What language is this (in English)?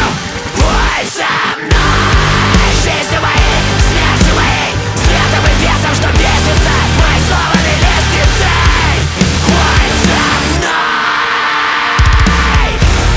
Russian